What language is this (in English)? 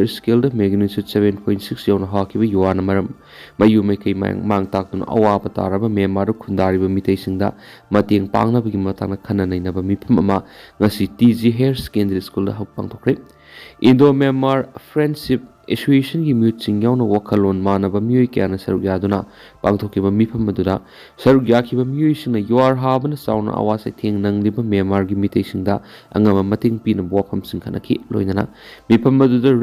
Manipuri